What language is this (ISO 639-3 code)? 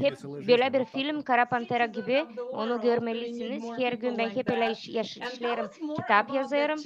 gag